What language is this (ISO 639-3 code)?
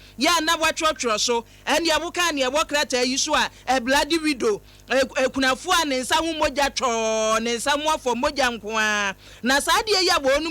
aka